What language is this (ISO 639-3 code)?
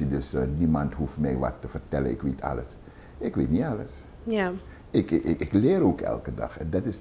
nld